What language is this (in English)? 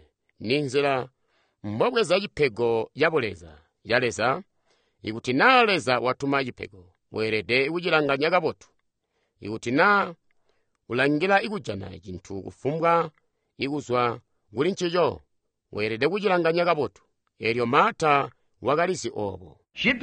Tonga (Zambia)